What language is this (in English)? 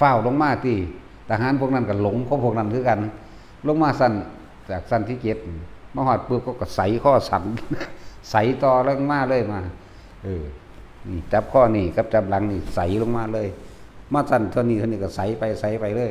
Northeastern Thai